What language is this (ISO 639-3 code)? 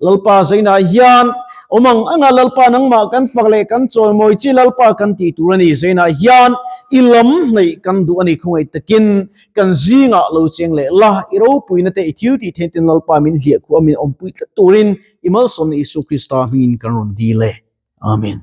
lus